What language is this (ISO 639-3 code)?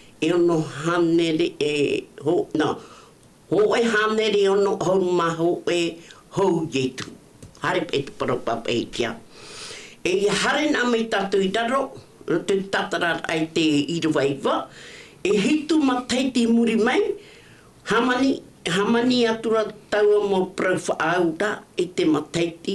tah